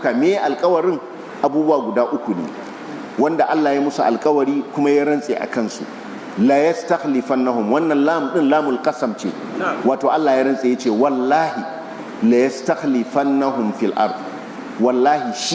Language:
Hausa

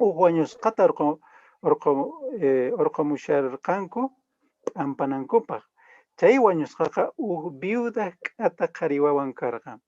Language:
Quechua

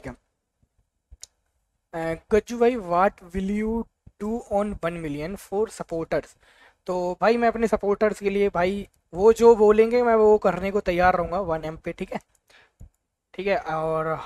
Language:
Hindi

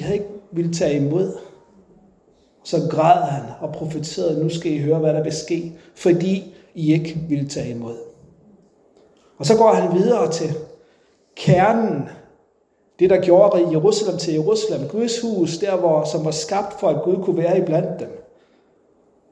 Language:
Danish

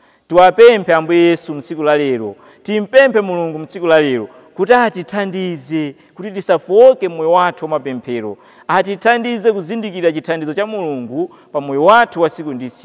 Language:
Nyanja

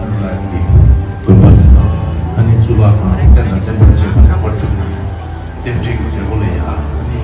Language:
Tibetan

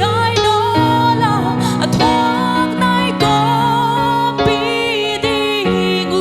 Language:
Paite Chin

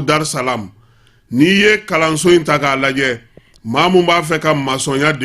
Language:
Bambara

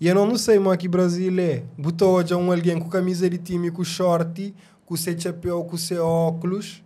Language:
Kabuverdianu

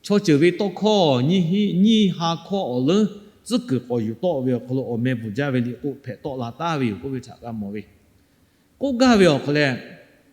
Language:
Lahu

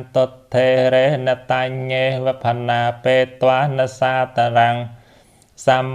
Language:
Khmer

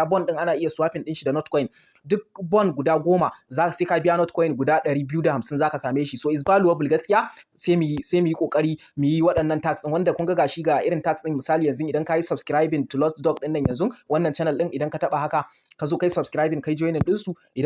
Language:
Hausa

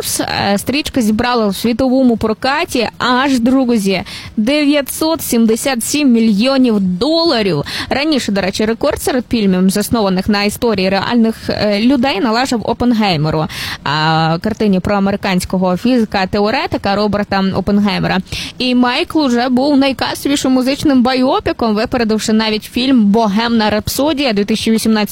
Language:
Ukrainian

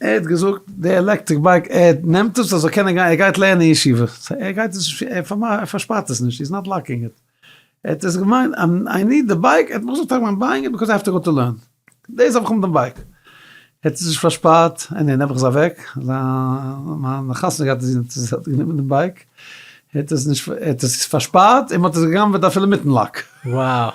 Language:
Yiddish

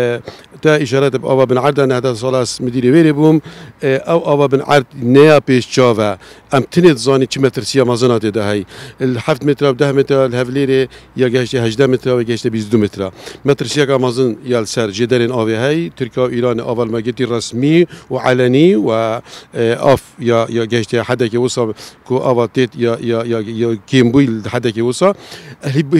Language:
Kurdish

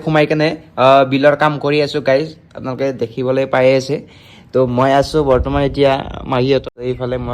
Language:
Assamese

